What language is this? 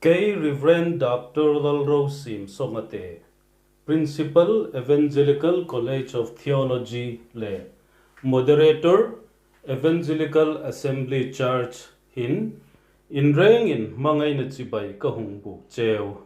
Hmar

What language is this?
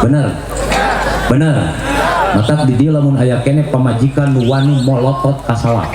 Sundanese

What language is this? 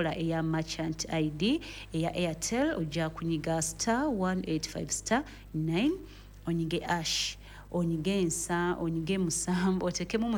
Ganda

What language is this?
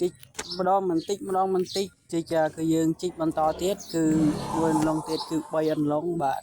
Khmer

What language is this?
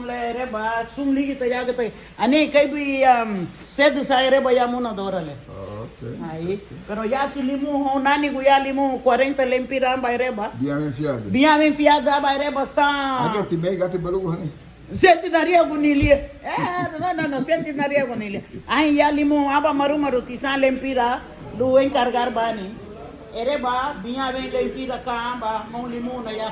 Garifuna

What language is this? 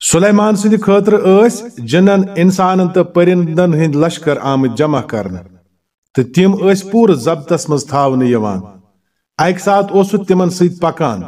Kashmiri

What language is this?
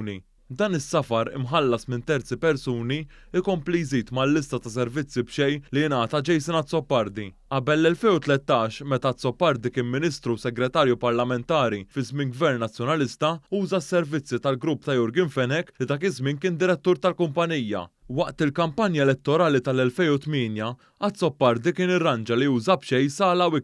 Maltese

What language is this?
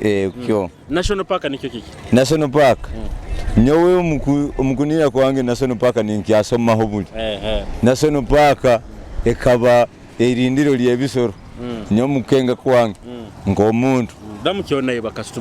Nyoro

